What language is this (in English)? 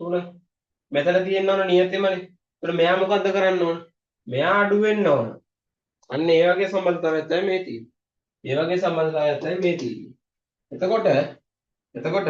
Sinhala